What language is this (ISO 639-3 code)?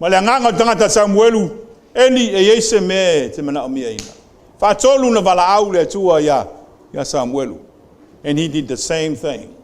smo